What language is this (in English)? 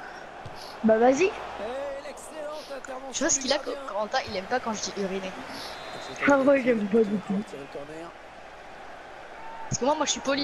French